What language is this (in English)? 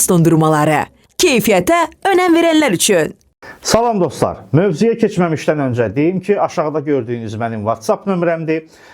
Azerbaijani